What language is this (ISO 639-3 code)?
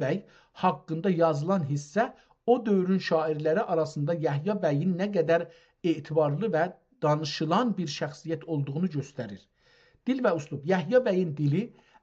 azb